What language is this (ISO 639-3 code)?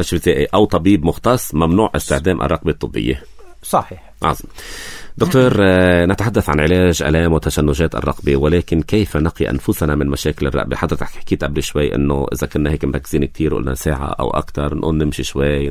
apc